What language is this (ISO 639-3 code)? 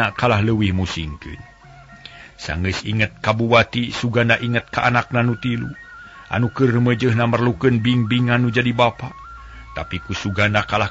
sun